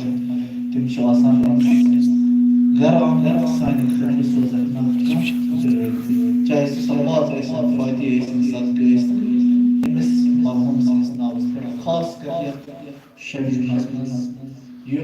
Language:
Kashmiri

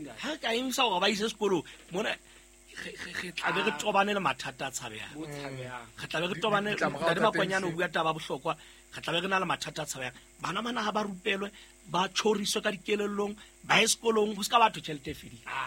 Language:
Southern Sotho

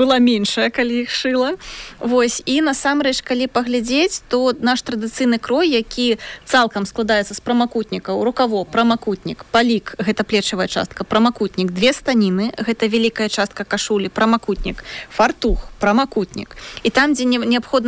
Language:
Belarusian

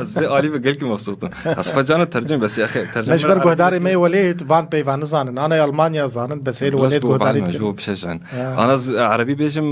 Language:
Kurdish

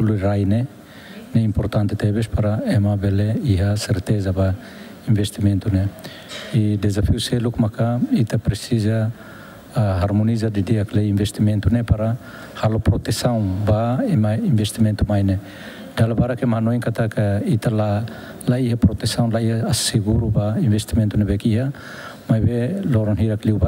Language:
Tetum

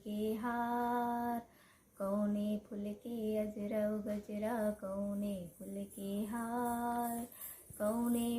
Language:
Chhattisgarhi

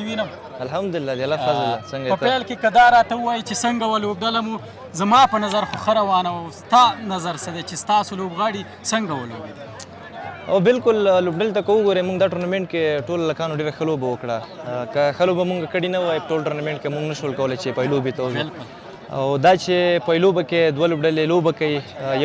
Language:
Pashto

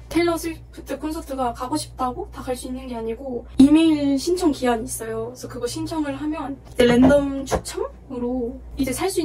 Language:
Korean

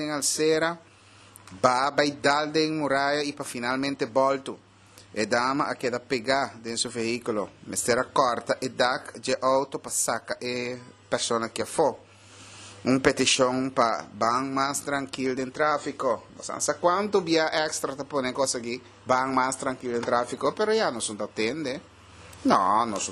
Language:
Papiamento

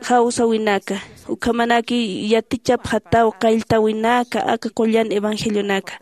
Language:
Aymara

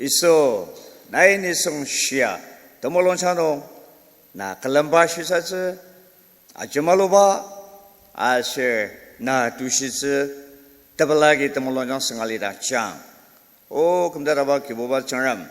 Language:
Ao Naga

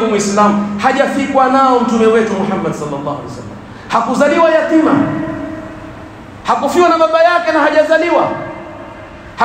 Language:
Swahili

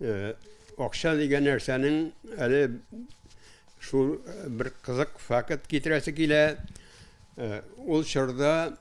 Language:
Tatar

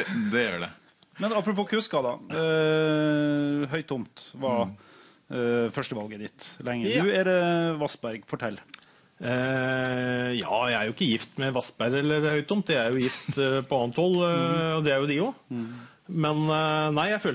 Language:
Norwegian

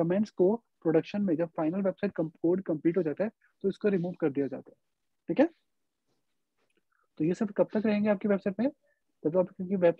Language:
Hindi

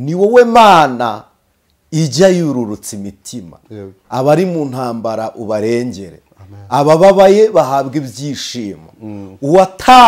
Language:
Kinyarwanda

